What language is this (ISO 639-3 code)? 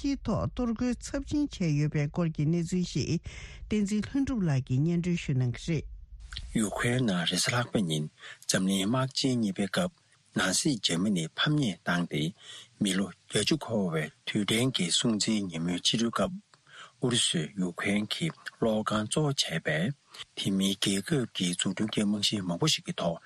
bod